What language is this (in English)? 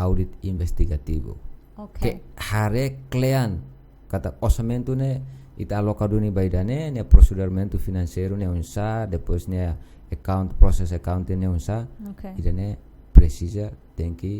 Tetum